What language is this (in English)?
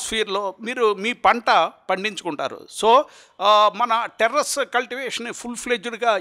Telugu